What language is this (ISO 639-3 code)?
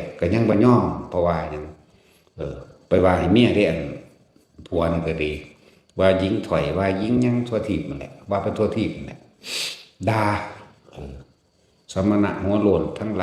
tts